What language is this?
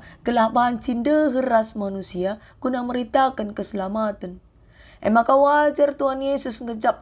Batak Karo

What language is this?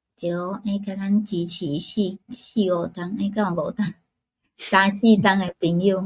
Min Nan Chinese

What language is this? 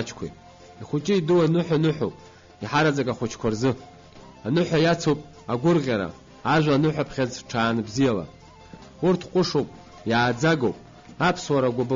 Abkhazian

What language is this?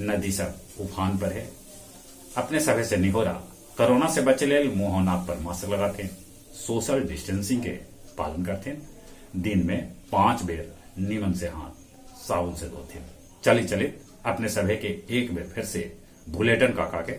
Magahi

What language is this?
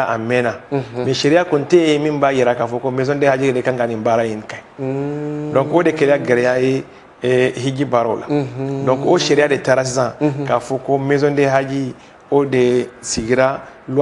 Bambara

